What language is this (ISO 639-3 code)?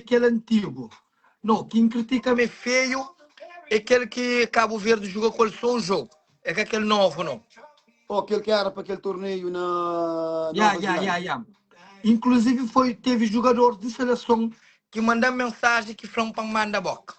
kea